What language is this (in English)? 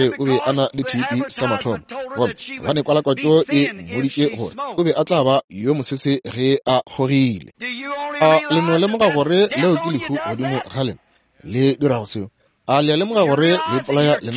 Northern Sotho